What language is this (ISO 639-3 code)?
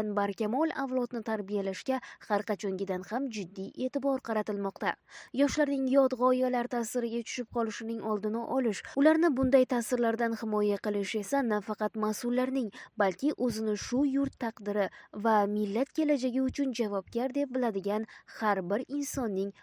uzb